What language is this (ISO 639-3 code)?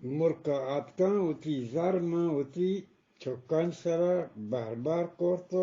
bgp